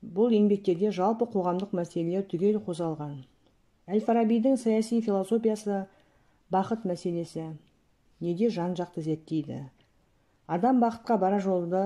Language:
Kazakh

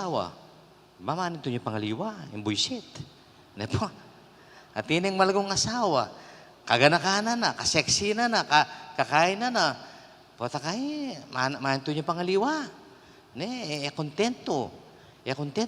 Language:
Pampanga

